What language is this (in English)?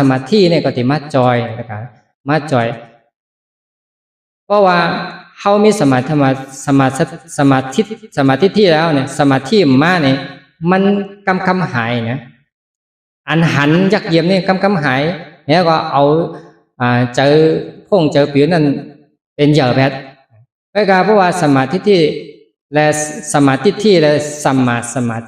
Shan